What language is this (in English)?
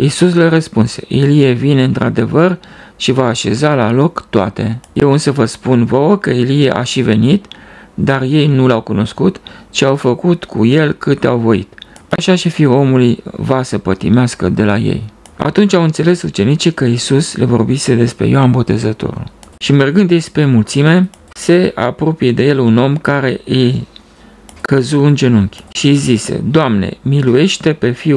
Romanian